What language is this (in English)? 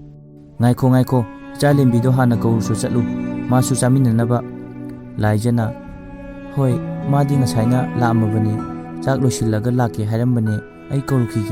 Manipuri